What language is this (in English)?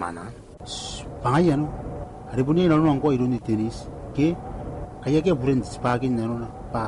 Gilbertese